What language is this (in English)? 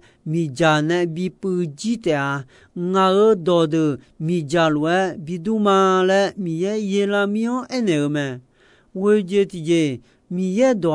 Akha